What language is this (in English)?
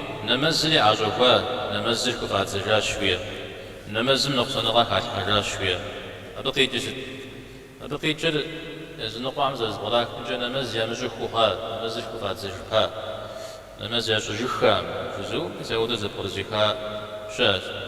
Kabardian